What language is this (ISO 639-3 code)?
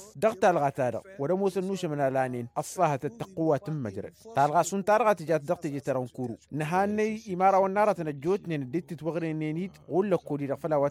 taq